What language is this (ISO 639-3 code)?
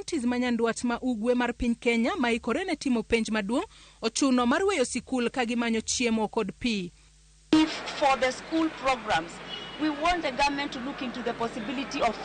luo